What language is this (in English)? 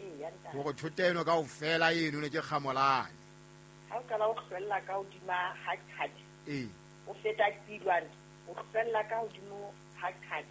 Southern Sotho